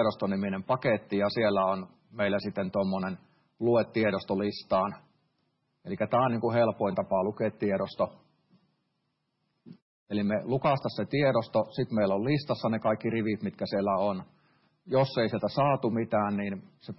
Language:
Finnish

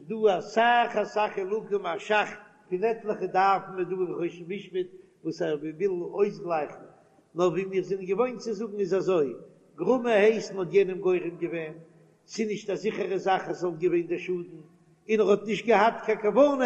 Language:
Yiddish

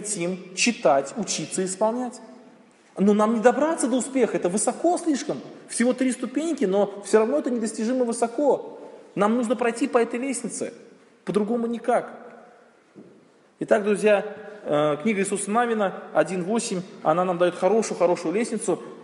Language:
Russian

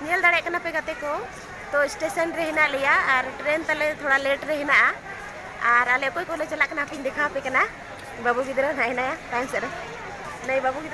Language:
Santali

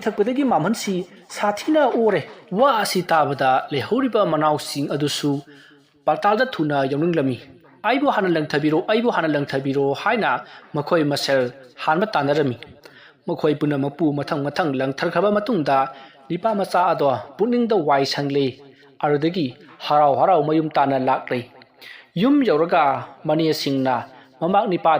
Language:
Manipuri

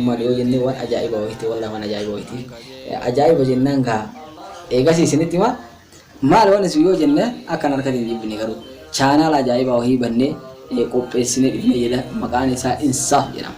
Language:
Oromo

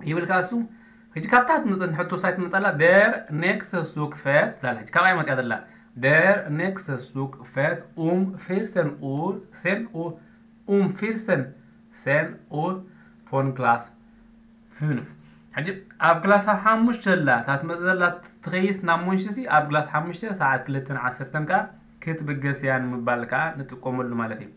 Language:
Tigrinya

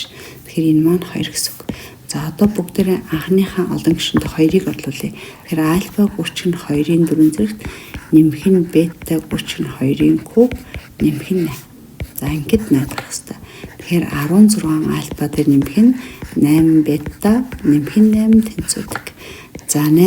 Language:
Mongolian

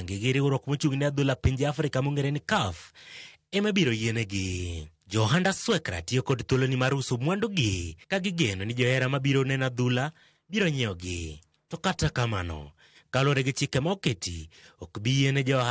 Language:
Luo (Kenya and Tanzania)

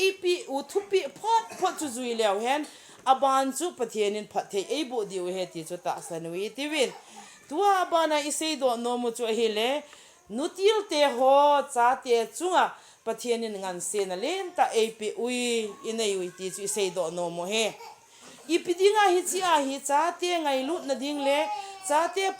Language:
Thado Chin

